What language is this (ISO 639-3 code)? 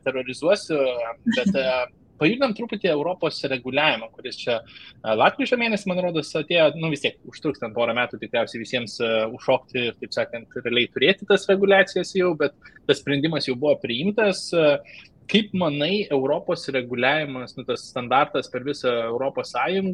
lit